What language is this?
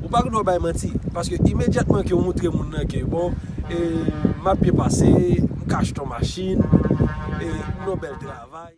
Haitian Creole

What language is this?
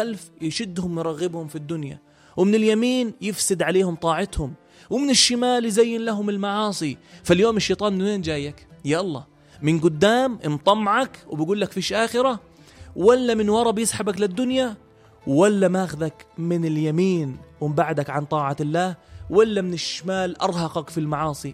North Levantine Arabic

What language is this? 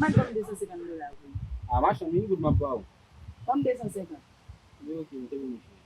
Haitian Creole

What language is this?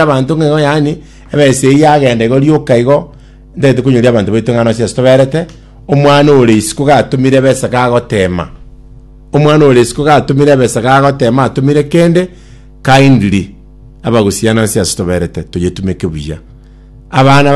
Gusii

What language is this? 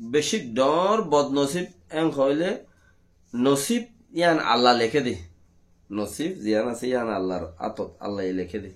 Rohingya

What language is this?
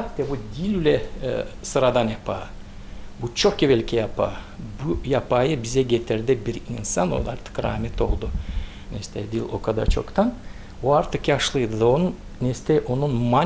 Gagauz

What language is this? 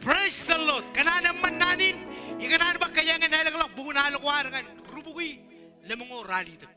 Marshallese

